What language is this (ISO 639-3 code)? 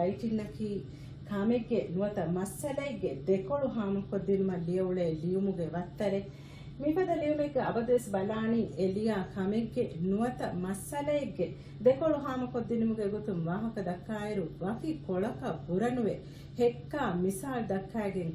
div